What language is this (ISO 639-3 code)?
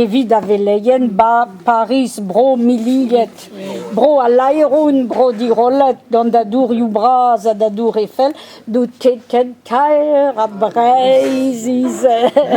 bre